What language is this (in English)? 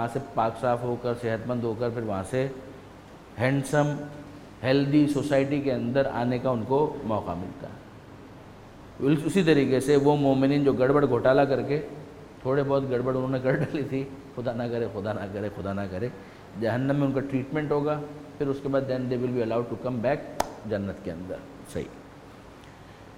Urdu